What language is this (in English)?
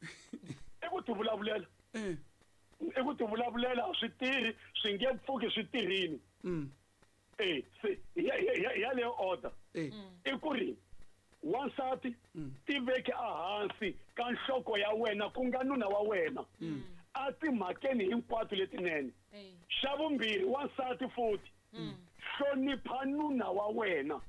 Tsonga